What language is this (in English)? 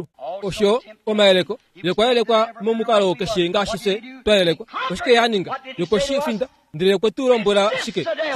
Kuanyama